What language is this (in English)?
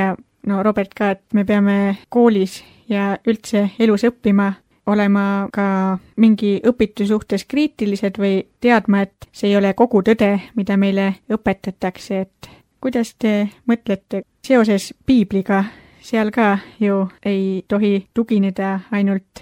Estonian